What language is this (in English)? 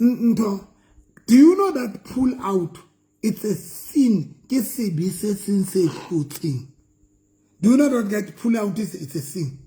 Southern Sotho